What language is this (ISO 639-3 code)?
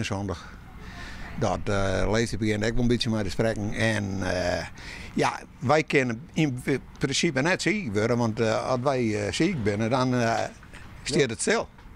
fry